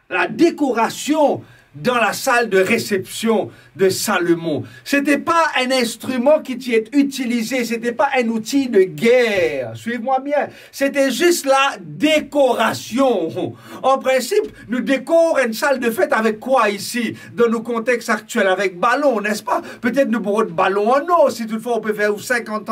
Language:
Morisyen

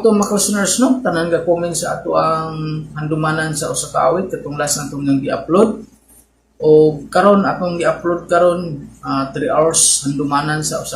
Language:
Cebuano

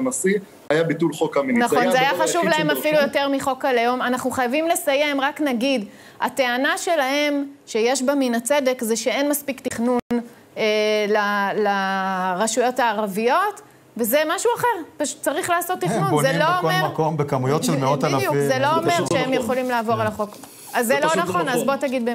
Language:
Hebrew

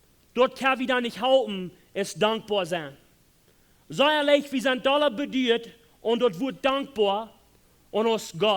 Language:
Plautdietsch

